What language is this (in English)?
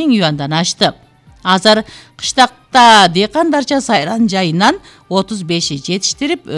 Kyrgyz